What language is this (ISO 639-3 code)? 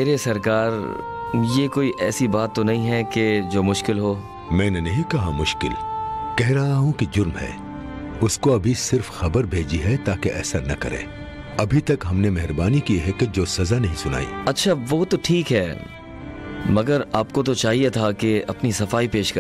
hin